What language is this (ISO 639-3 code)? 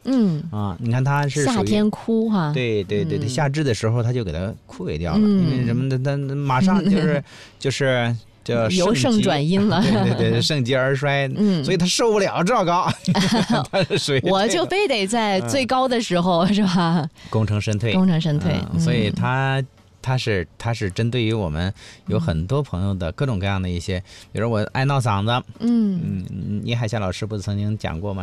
zho